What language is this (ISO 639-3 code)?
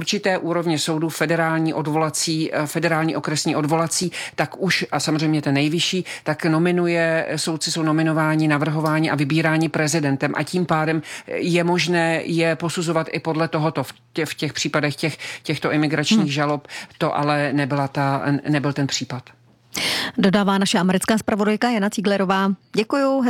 ces